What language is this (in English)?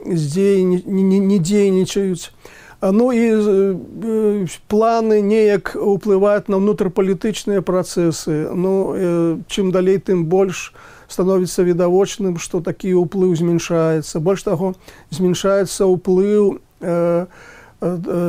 Belarusian